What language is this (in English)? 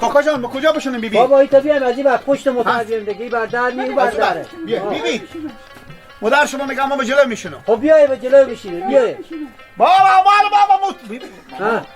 Persian